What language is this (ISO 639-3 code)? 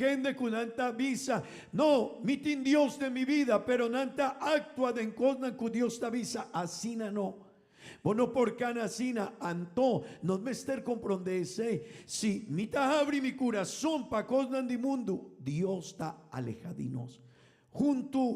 pap